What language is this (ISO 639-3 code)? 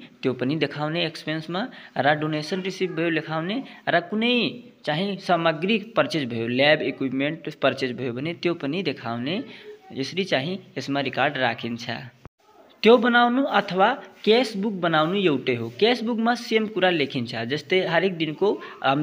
nep